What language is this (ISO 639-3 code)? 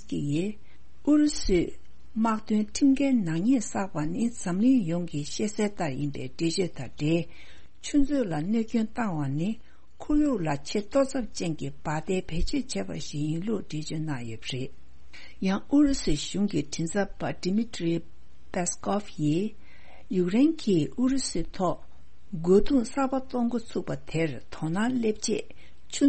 bod